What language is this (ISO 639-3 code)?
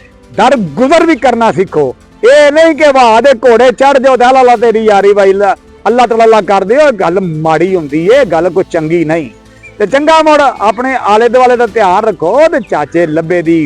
lah